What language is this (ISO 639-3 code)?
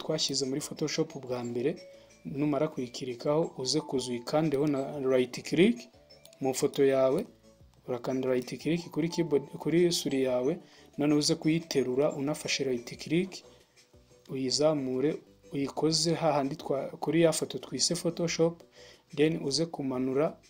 kin